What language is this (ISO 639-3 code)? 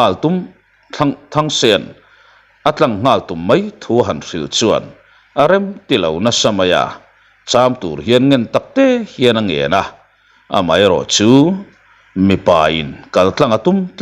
lus